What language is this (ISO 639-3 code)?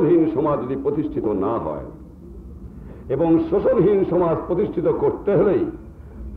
ben